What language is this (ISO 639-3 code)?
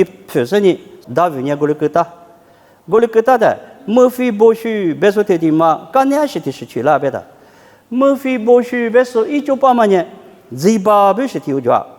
lis